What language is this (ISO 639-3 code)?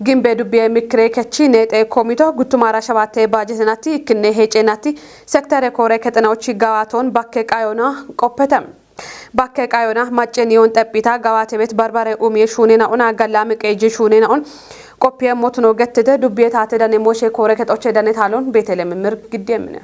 kbr